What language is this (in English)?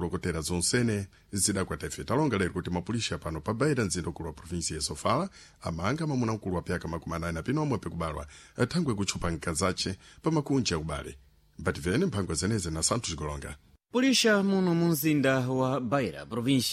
Sena